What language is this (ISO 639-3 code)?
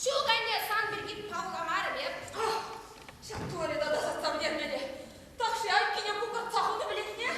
chv